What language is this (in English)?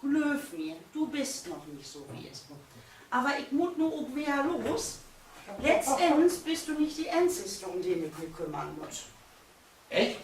Low German